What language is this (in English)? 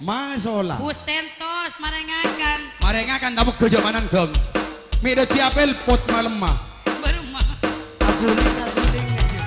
Madurese